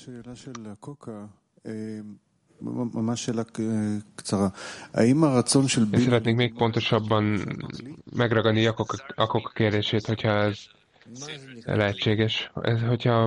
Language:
Hungarian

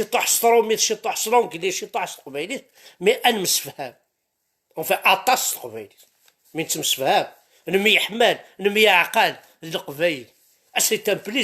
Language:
Kabyle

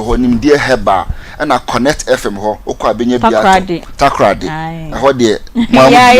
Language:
Akan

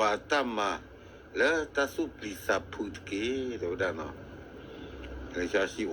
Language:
S'gaw Karen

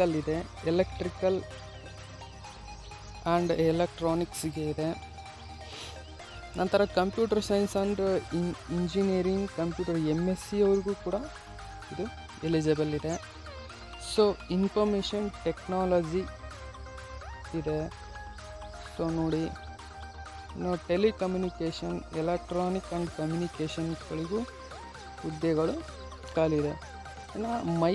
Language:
Kannada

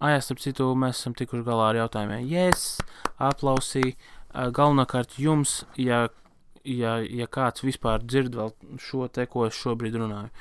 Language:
Latvian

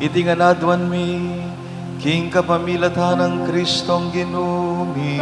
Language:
Pampanga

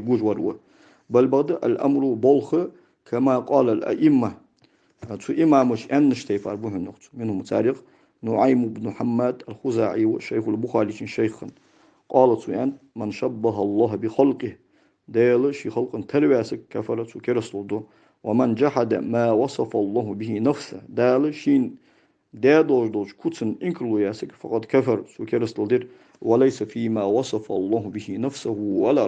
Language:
Ingush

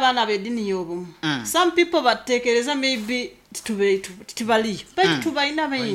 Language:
Nyoro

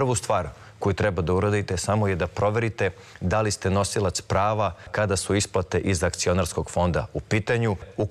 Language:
Serbian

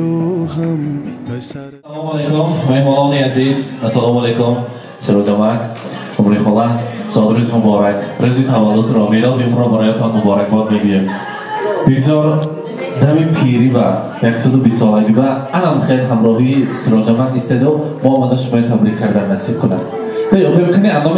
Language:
Tajik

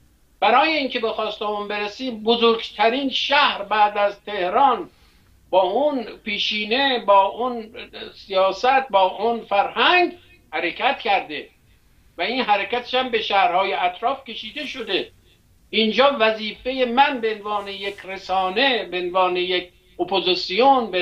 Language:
Persian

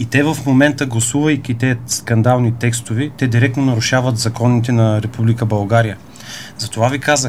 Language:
Bulgarian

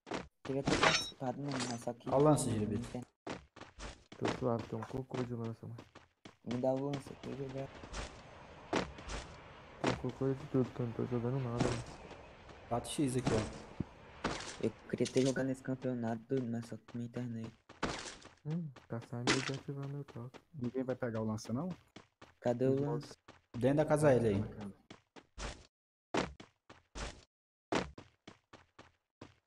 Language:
Portuguese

